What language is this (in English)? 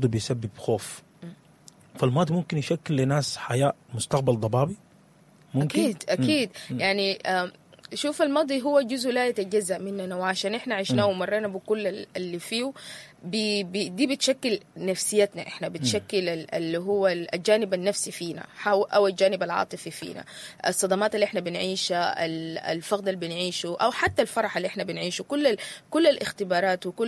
Sudanese Arabic